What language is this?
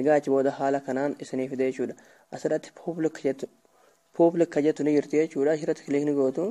Oromo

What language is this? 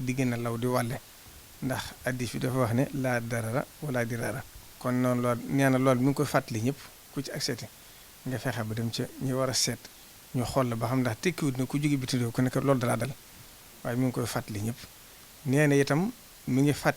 Wolof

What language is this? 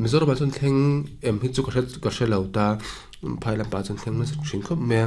Mizo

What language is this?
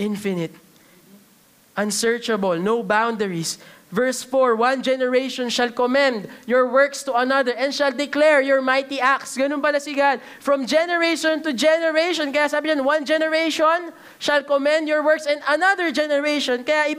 Filipino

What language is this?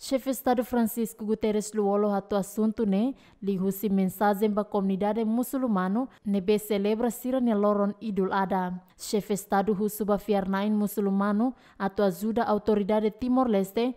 Tetum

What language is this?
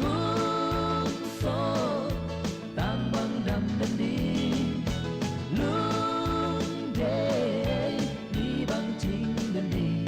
Tedim Chin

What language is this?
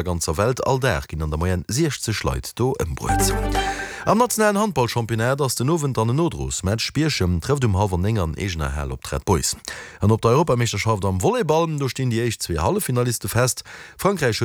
Luxembourgish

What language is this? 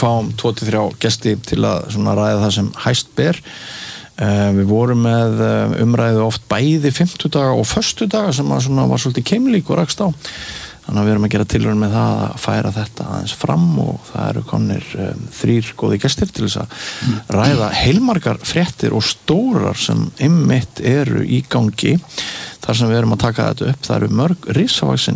Icelandic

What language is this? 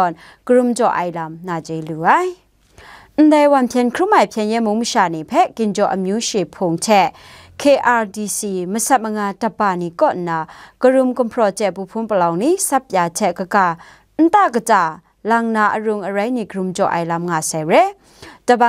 Kachin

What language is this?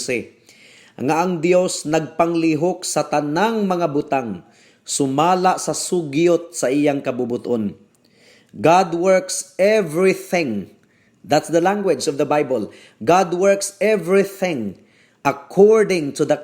Cebuano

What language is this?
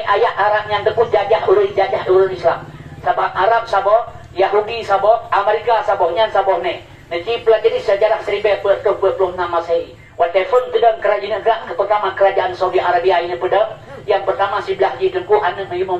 Achinese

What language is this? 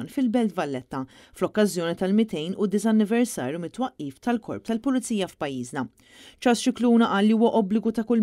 Maltese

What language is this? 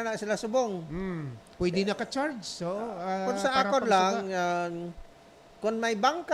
Hiligaynon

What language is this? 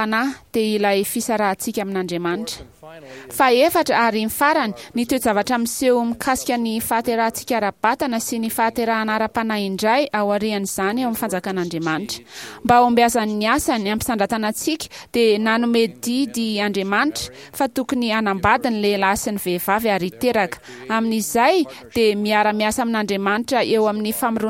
Malagasy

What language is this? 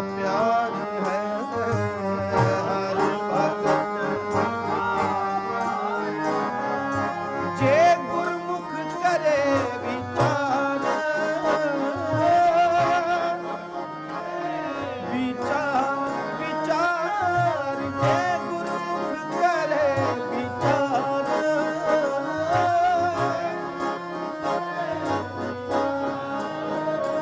Punjabi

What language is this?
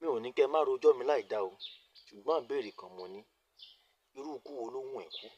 Yoruba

